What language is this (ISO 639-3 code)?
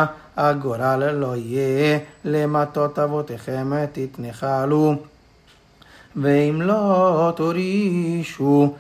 heb